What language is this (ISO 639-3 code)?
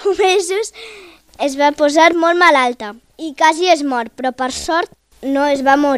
cat